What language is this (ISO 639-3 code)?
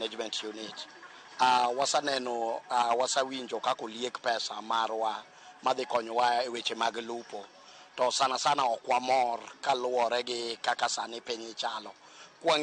luo